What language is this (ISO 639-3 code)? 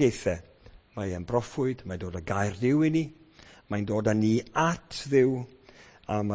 cym